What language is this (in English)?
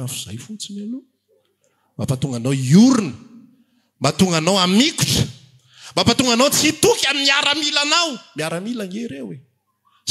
Malagasy